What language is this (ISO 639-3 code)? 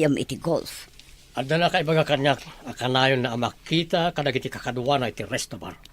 ilo